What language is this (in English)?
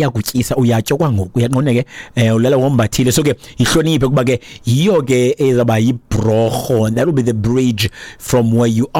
Xhosa